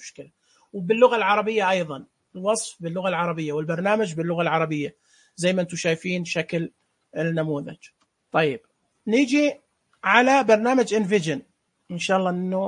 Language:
Najdi Arabic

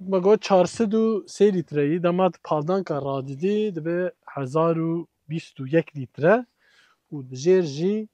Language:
Kurdish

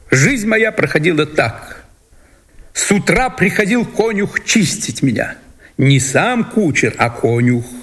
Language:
Russian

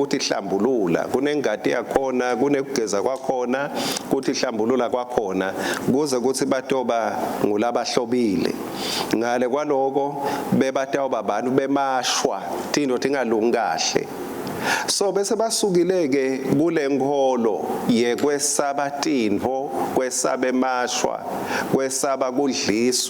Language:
Swati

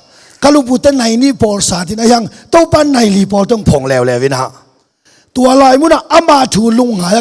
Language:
Tedim Chin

